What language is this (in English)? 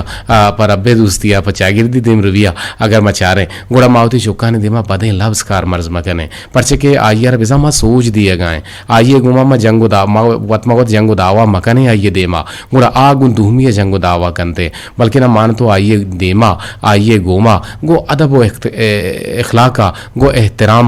Eastern Balochi